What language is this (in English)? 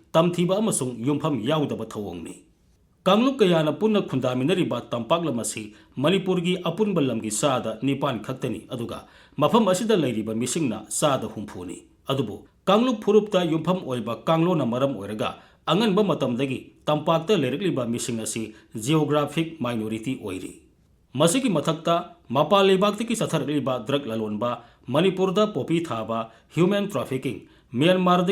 Manipuri